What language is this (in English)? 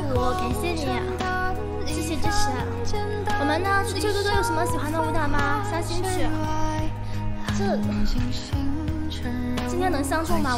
Chinese